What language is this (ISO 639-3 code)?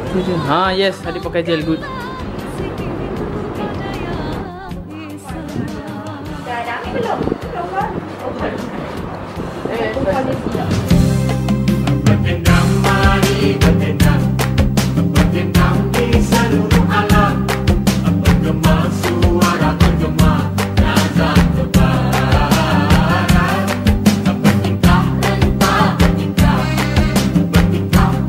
msa